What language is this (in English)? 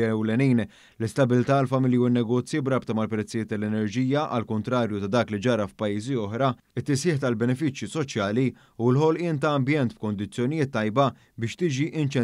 Maltese